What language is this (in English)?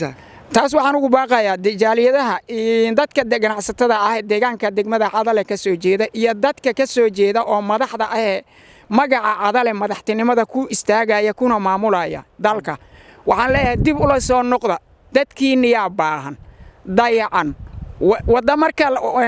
Somali